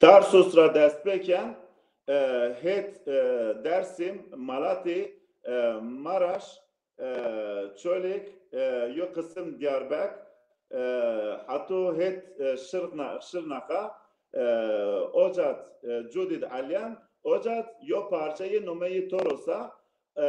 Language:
Zaza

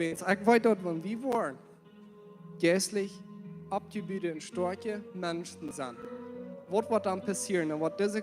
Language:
Plautdietsch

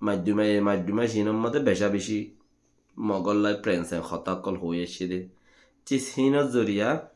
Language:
Rohingya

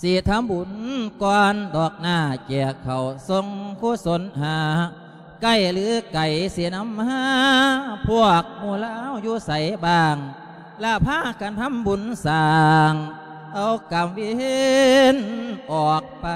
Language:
Lao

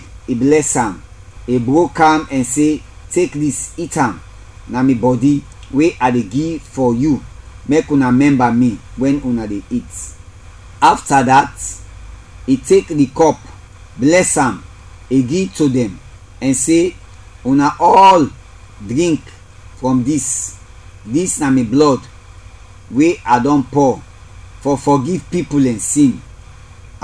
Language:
Krio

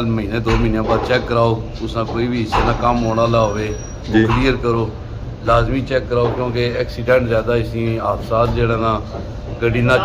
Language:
Pahari-Potwari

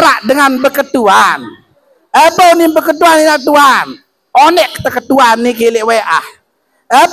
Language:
Sasak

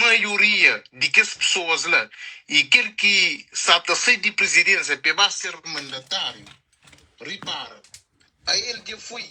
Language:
Kabuverdianu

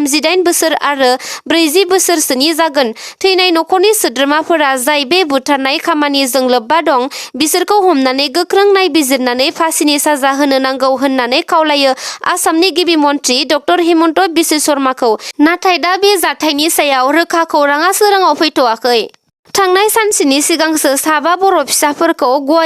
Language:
Bodo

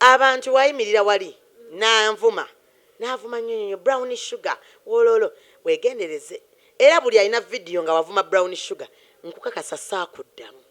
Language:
Ganda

